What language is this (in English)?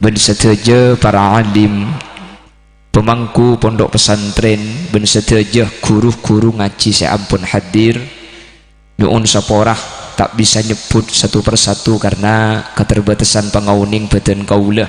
Madurese